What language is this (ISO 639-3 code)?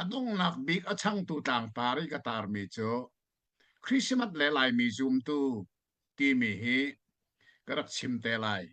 cnh